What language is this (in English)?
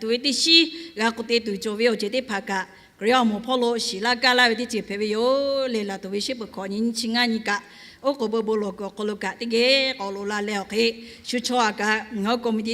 Lahu